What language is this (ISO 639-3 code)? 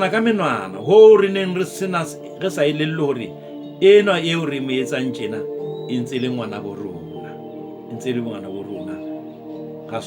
sot